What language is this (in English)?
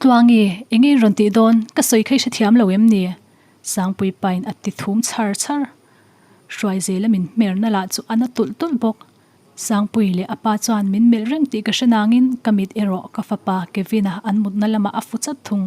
Mizo